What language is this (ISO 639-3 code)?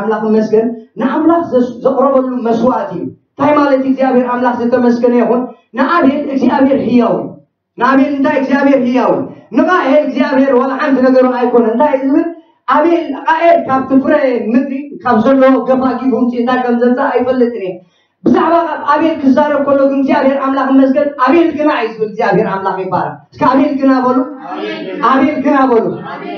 tir